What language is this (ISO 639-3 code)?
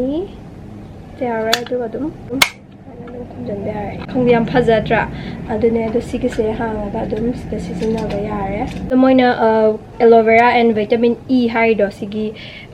mni